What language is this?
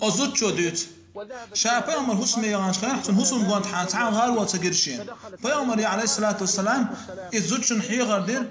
Chechen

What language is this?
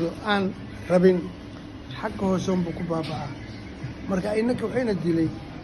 Somali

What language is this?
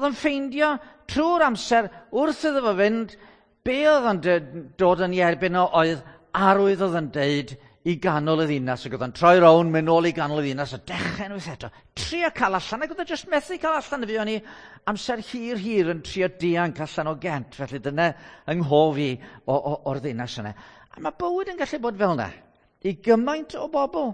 Welsh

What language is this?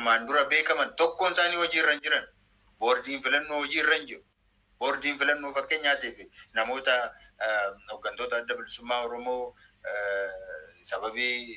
Oromo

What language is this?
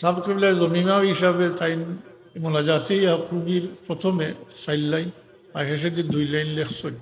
Sylheti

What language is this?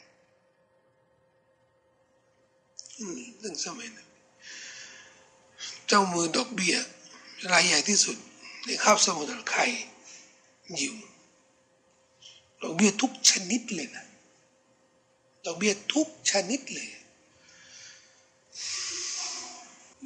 Thai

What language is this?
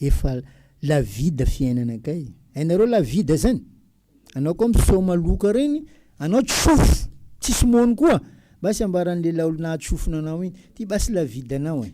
Malagasy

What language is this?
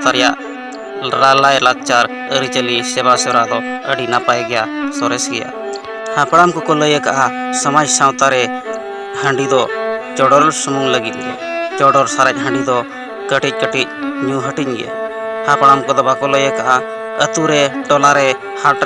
Santali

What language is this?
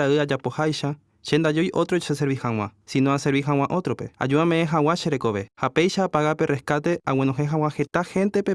Guarani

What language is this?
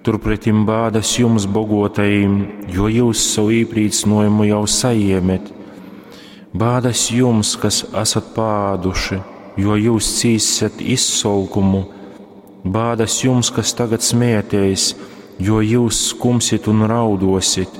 Latgalian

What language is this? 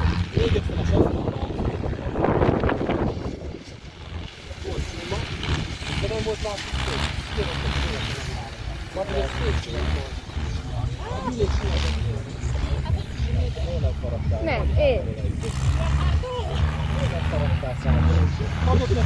Hungarian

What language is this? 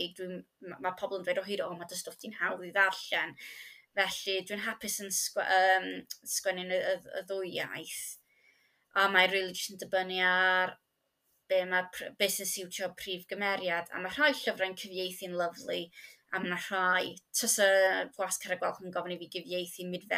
Welsh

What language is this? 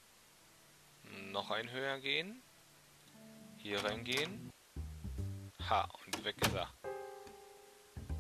German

